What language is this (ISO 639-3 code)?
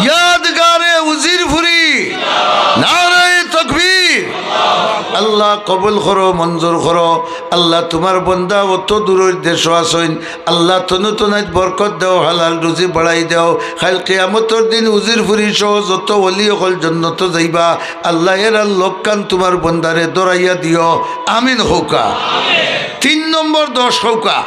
syl